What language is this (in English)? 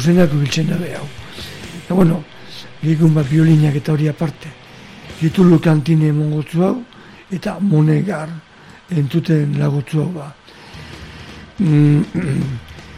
Basque